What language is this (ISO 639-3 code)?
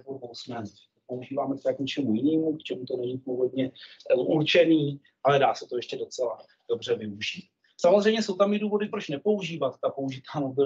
ces